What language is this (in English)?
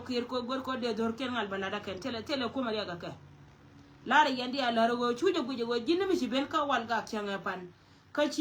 Nuer